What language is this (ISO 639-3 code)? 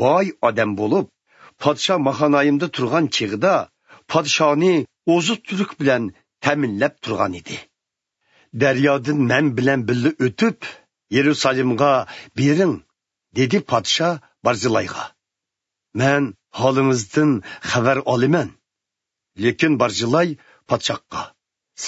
uig